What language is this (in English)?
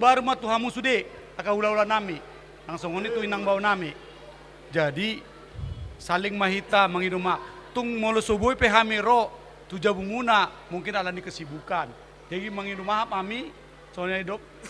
Batak Toba